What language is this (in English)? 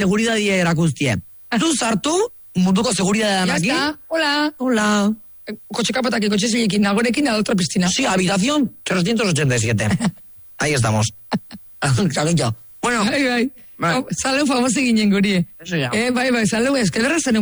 Basque